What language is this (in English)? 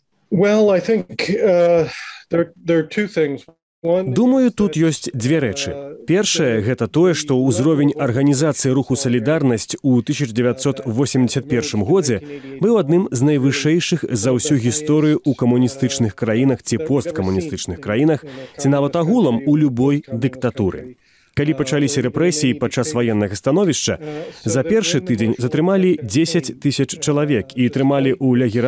Belarusian